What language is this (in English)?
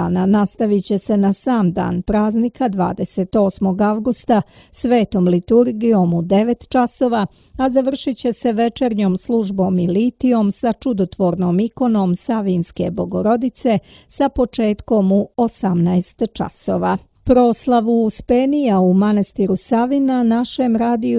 Serbian